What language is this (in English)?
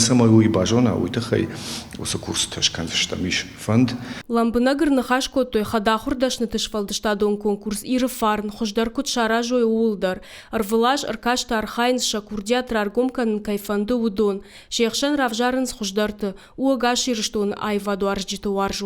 Ossetic